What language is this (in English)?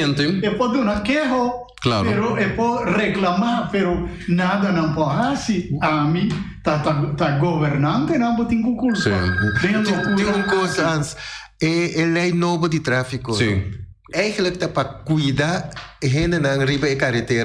Papiamento